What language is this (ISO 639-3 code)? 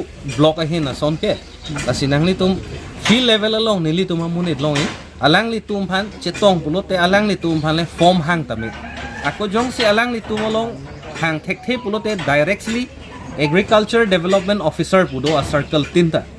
mjw